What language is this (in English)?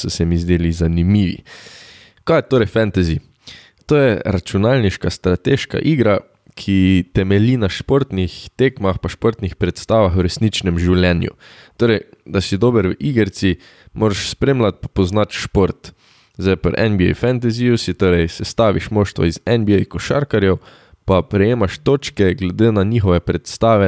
Slovenian